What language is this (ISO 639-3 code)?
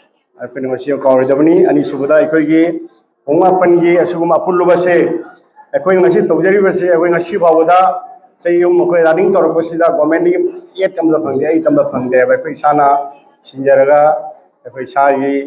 mni